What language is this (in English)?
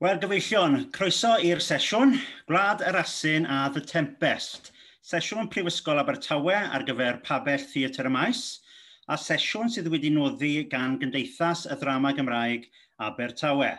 Welsh